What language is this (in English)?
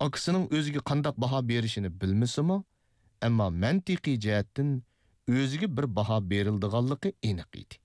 Uyghur